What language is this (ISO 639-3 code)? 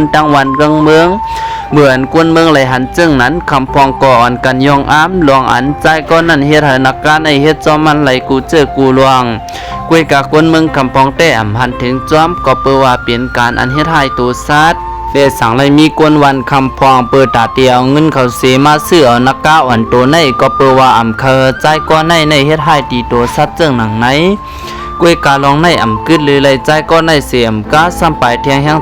shn